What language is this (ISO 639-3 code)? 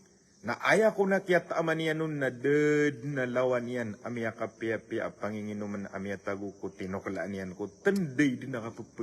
mrw